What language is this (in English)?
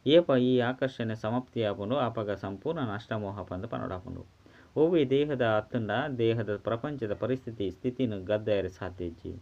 Tulu